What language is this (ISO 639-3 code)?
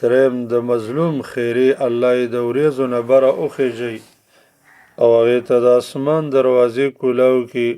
pus